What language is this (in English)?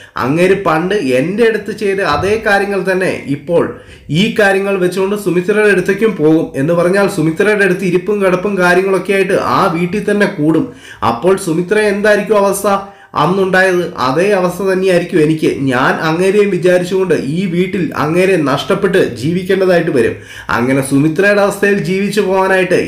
Malayalam